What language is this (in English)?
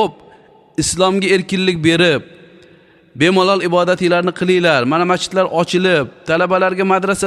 Uzbek